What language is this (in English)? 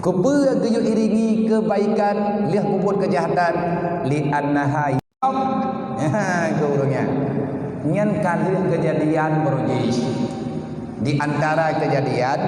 Achinese